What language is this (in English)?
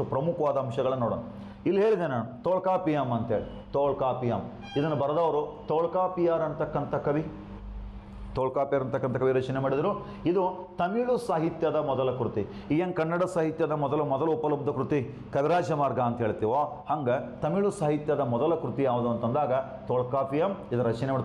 Kannada